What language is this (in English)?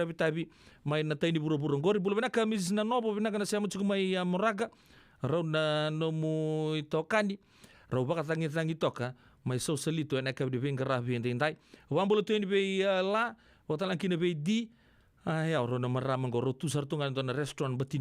Fijian